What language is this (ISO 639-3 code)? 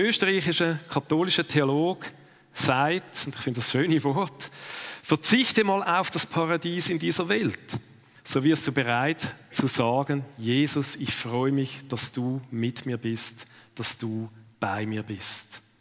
gsw